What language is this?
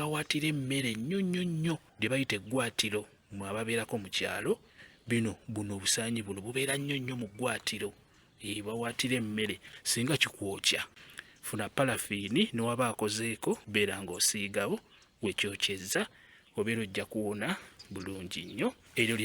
Ganda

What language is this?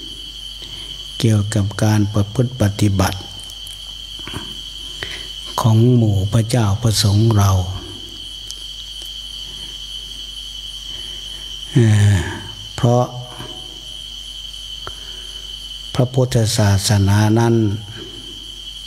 Thai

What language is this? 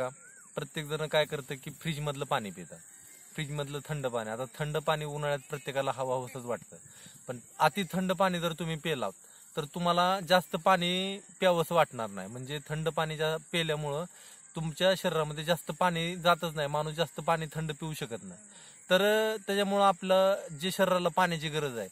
Marathi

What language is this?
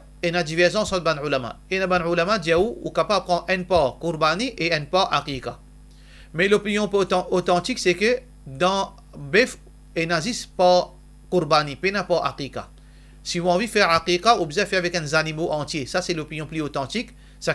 Morisyen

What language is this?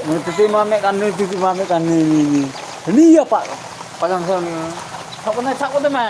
Santali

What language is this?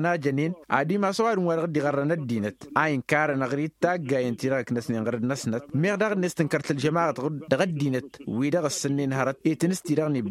Tamasheq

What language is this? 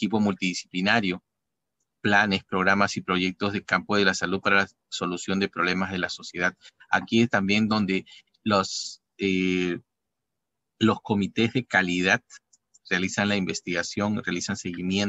Spanish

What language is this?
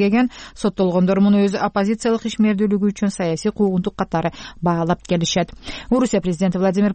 Kyrgyz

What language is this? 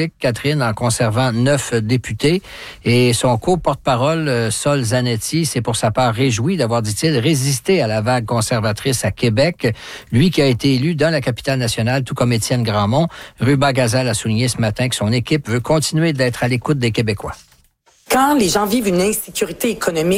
French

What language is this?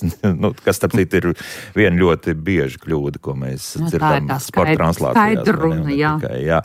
Latvian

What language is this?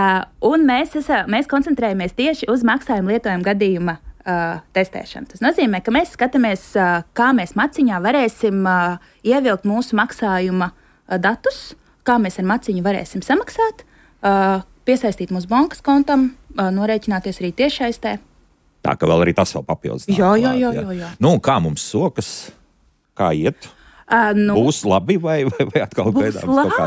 Latvian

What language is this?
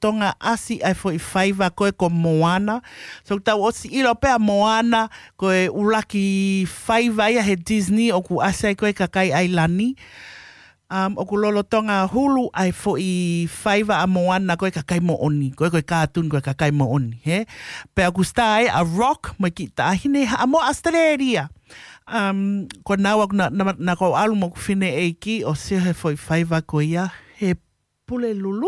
Tongan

